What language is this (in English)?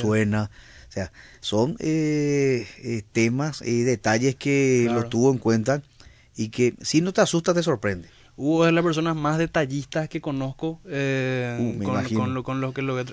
Spanish